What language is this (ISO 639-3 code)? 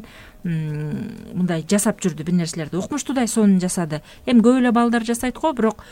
kir